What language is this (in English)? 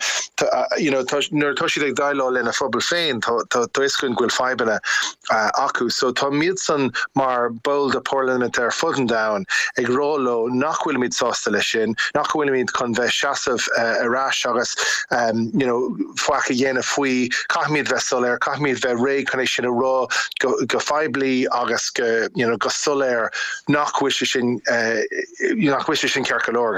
Irish